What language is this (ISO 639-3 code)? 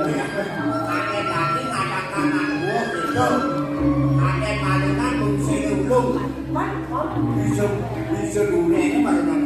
ban